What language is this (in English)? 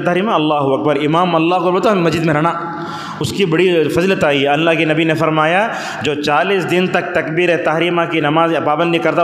Urdu